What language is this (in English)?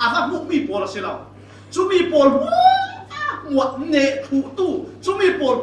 Falam Chin